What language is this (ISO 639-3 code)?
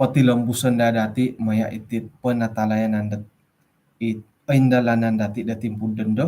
dtp